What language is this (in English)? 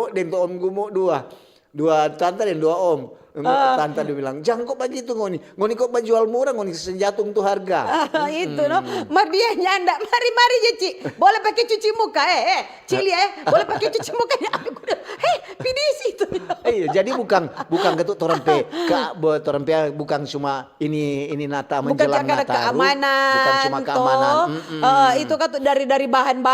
Manado Malay